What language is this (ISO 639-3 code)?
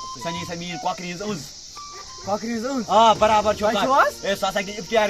kas